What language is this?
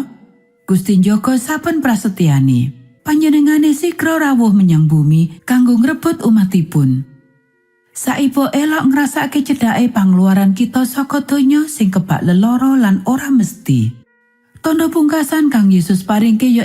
Javanese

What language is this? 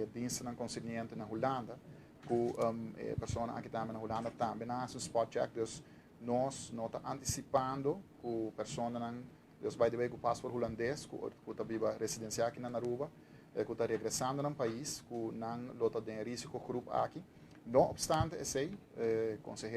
Papiamento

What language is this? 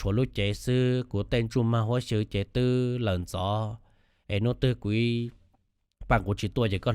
Hmong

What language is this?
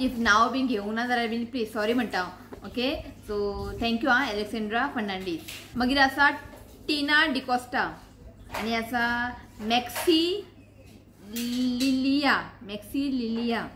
Konkani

